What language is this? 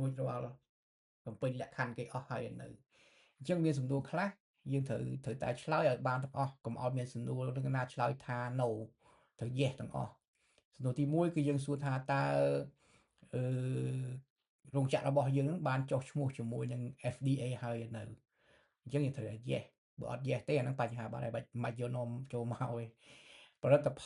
Khmer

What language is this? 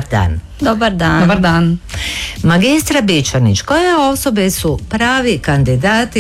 Croatian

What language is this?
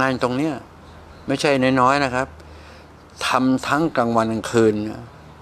Thai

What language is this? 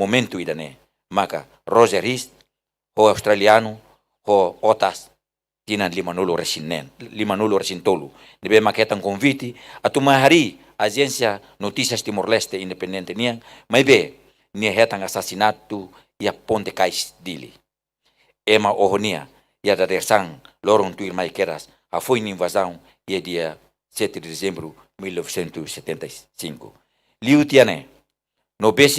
Tetum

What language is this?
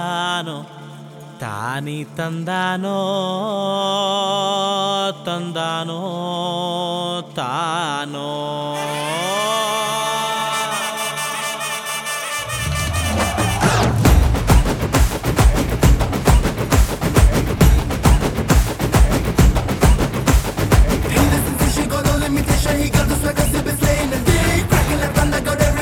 Kannada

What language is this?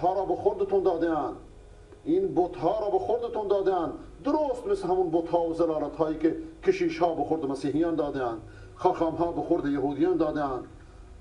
Persian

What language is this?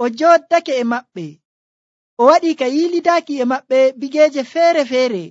Nigerian Fulfulde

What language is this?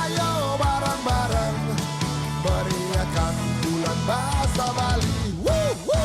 Balinese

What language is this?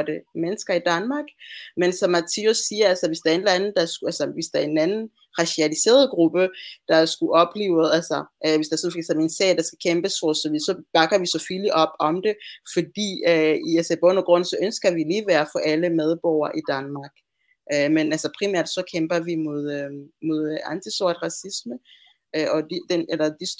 Danish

